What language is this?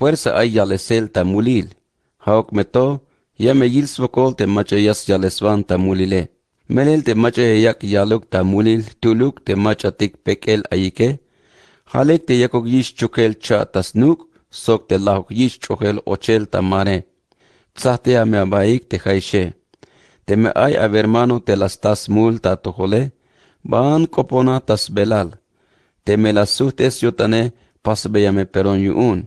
Tzeltal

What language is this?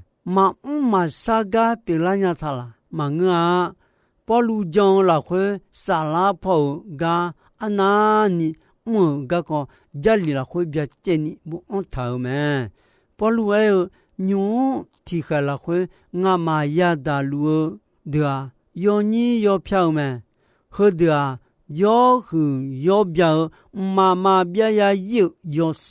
Akha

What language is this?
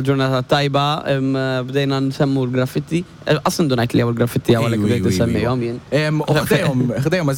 Maltese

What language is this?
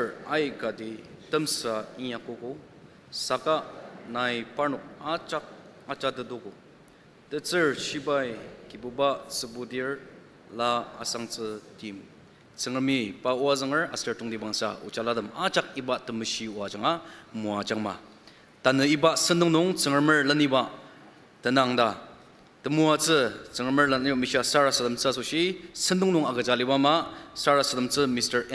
Ao Naga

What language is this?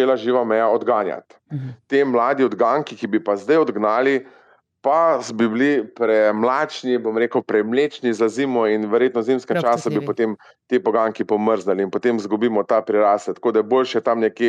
Slovenian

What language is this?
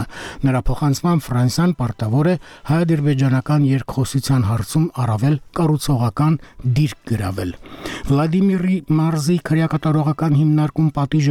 Armenian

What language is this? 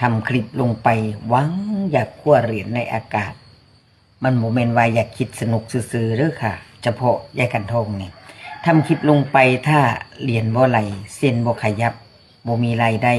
Northeastern Thai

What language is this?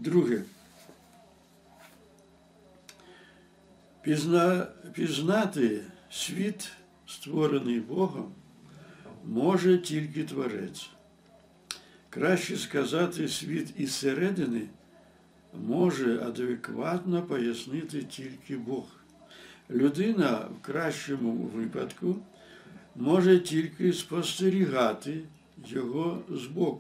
Ukrainian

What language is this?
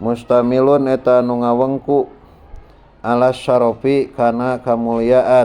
Sundanese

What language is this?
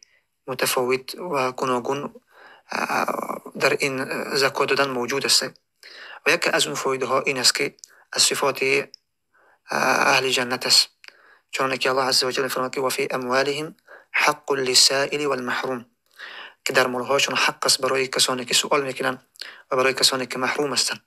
Tajik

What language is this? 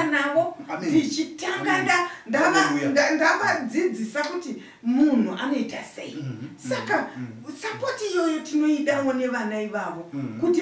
Shona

